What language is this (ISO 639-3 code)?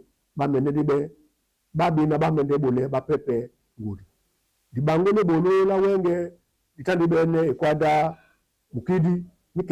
dua